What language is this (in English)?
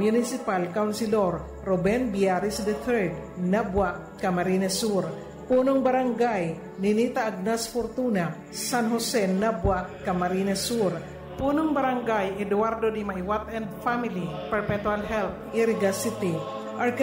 Bikol